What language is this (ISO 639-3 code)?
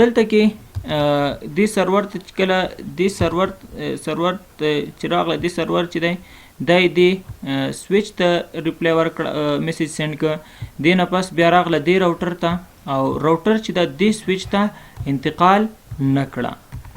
pus